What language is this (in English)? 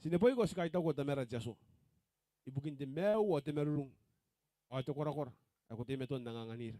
Gilbertese